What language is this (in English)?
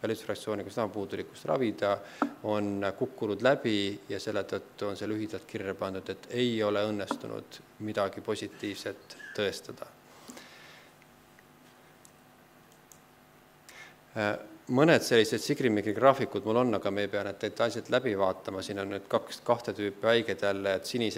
Estonian